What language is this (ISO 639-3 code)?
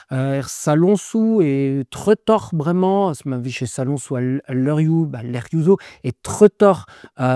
bre